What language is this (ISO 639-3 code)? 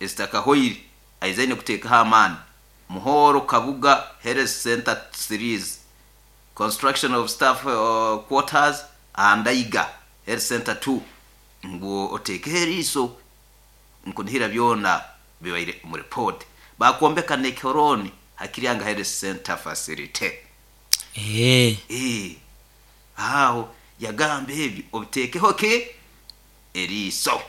nyo